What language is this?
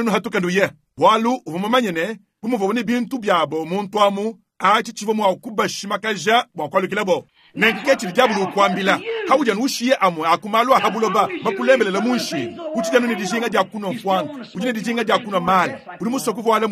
Luba-Lulua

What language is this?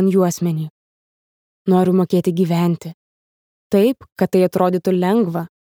Lithuanian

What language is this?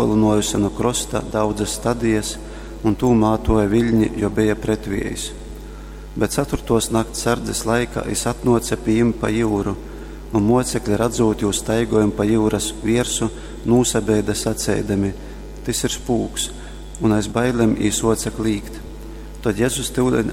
Latgalian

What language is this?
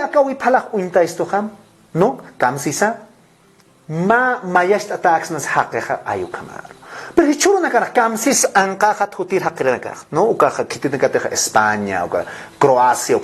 Aymara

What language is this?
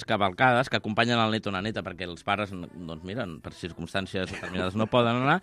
Catalan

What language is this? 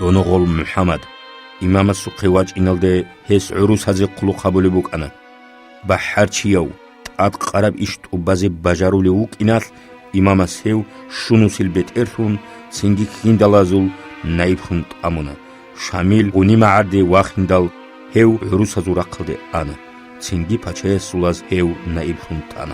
Avaric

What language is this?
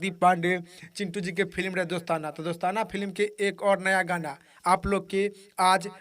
Bhojpuri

